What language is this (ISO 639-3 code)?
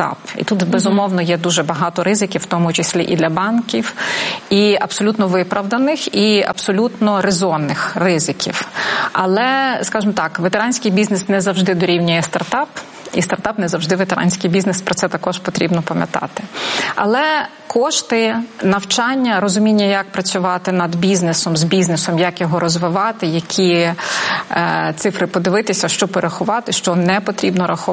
ukr